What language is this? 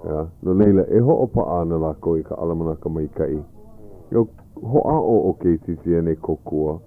Hawaiian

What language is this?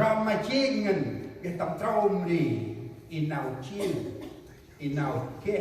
Central Mnong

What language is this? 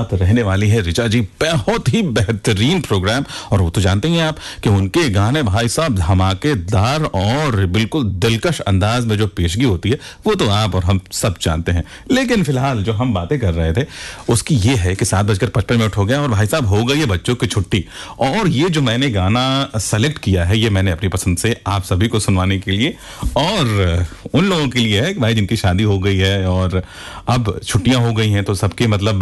Hindi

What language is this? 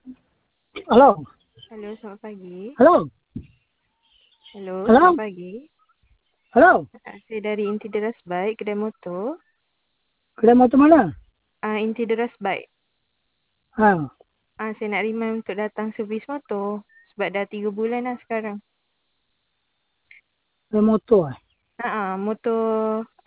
Malay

